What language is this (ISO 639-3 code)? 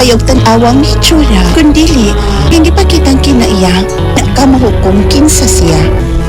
ceb